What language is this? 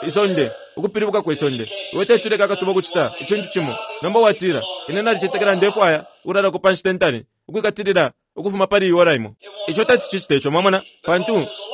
Bemba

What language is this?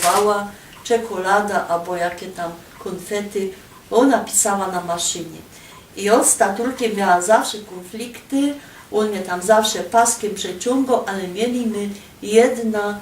Silesian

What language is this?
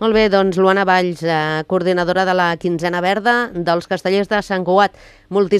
Catalan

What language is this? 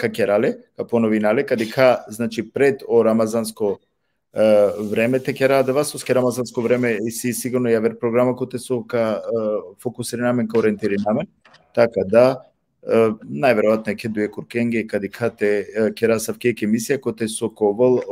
Balkan Romani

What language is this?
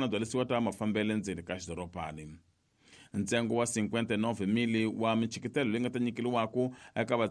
Tsonga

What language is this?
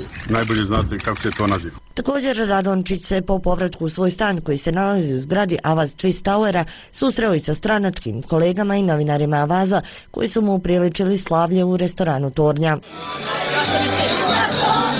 Bosnian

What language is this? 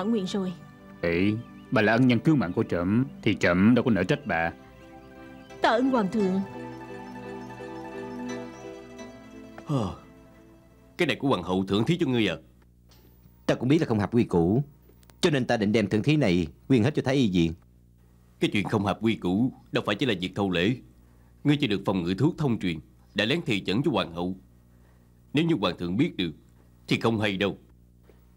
Vietnamese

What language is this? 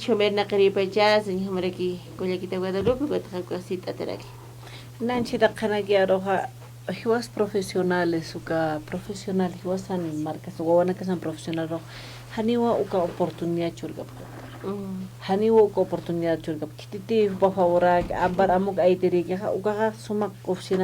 Aymara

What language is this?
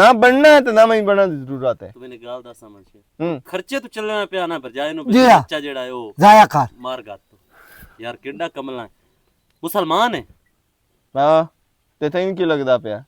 Western Panjabi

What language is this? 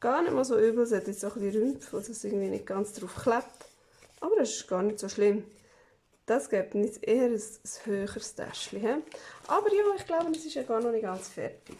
Swiss German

